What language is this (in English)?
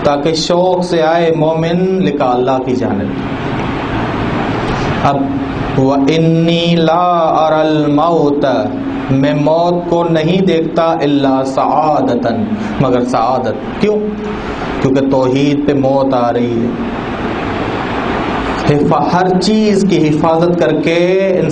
Urdu